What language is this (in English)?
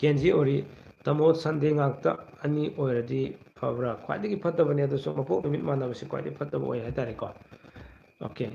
Manipuri